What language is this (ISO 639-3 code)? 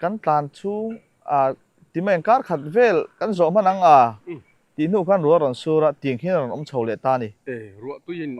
lus